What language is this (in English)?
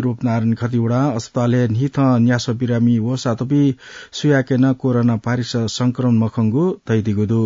Newari